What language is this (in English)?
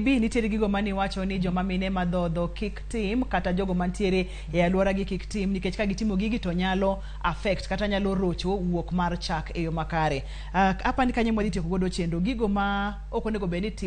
Luo (Kenya and Tanzania)